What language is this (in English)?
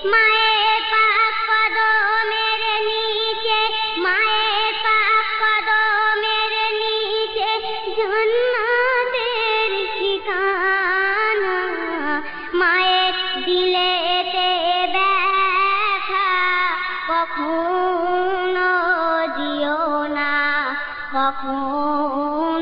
Bangla